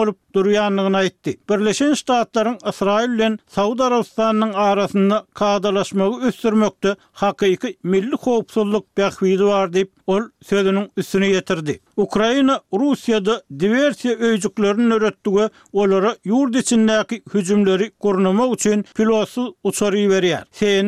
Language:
Turkmen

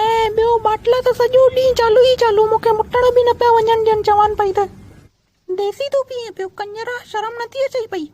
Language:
Sindhi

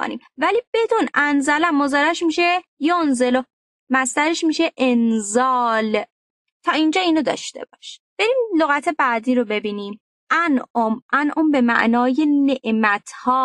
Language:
Persian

